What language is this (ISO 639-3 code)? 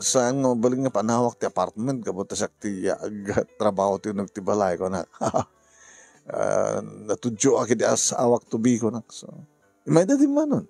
ilo